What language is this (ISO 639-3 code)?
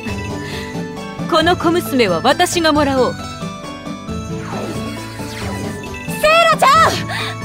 jpn